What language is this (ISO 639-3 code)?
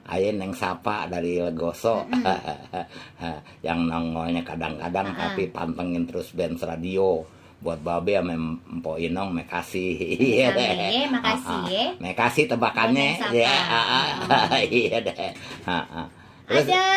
bew